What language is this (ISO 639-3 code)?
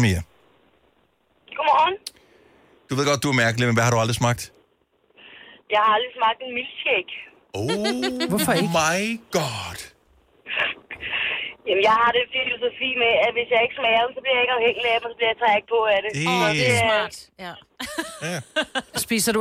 dan